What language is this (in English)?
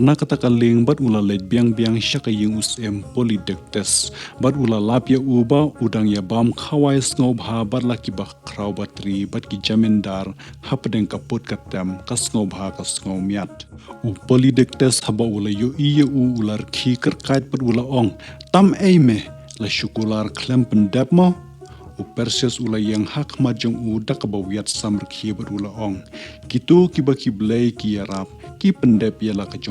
Khasi